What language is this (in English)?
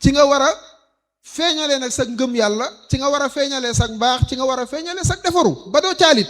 Wolof